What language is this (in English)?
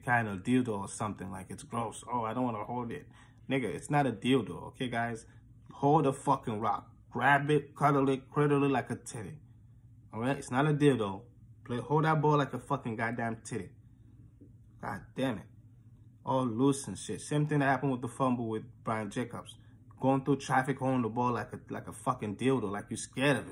English